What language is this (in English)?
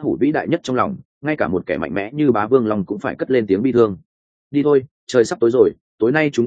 Vietnamese